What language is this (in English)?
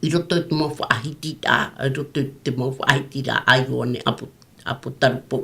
Tahitian